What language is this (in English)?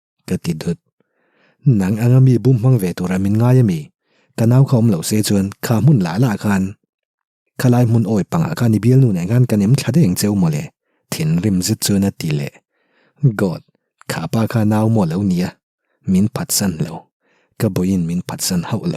Mizo